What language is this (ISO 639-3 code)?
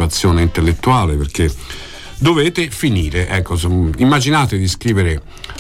ita